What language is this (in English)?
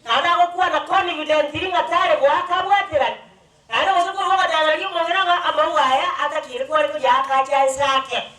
Gusii